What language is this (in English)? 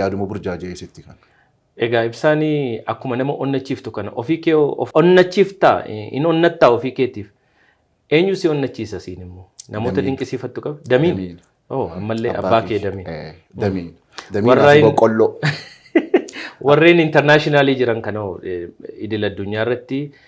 Oromo